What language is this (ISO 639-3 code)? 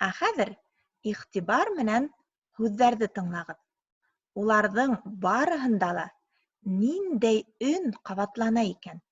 bak